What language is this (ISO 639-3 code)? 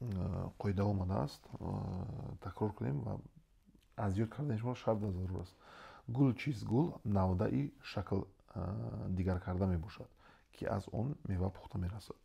tgk